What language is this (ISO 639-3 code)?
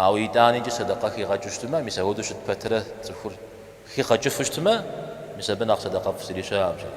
kbd